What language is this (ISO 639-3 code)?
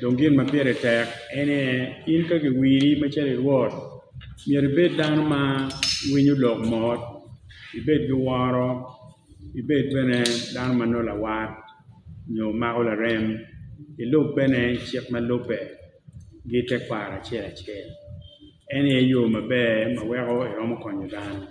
ach